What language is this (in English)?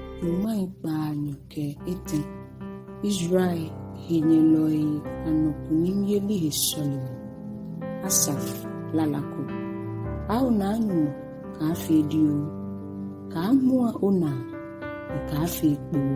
Ga